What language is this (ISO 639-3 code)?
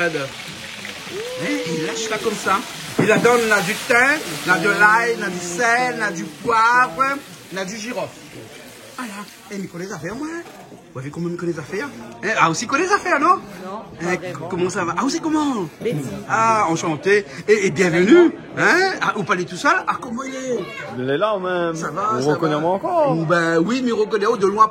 rcf